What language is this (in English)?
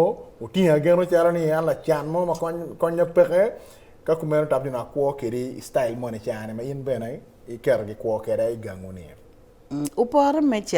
Acoli